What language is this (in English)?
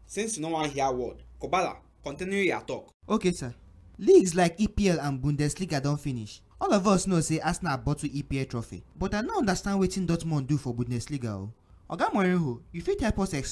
Nigerian Pidgin